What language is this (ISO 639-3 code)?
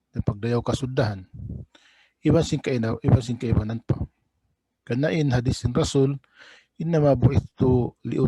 tsg